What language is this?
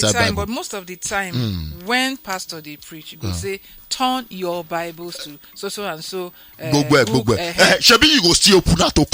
Nigerian Pidgin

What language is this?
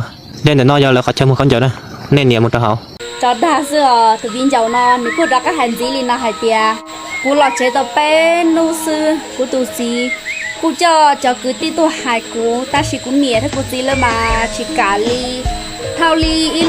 Hmong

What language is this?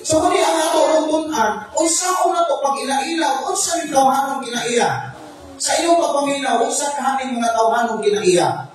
Cebuano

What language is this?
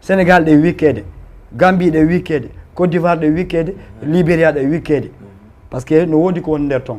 Fula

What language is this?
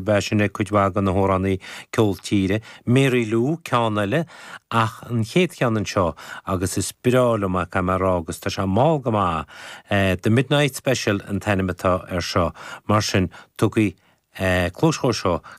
Irish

